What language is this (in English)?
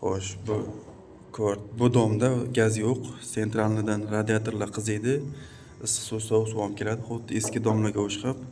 Uzbek